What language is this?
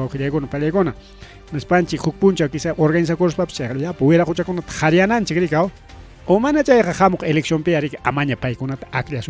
Ayacucho Quechua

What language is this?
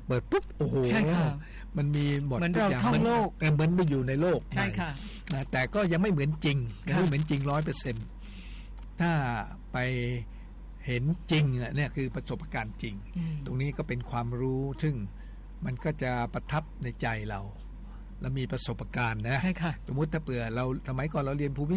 Thai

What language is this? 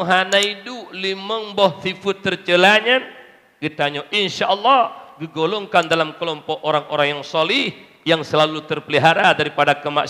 Achinese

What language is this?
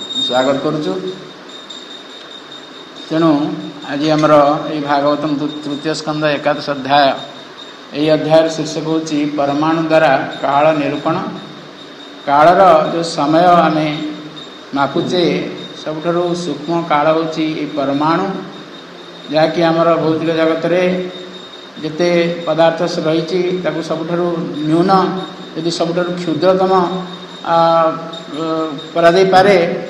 Odia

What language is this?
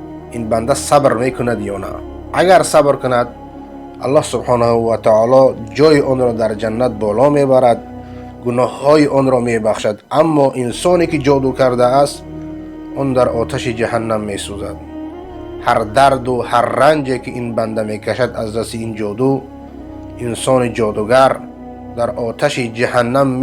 Persian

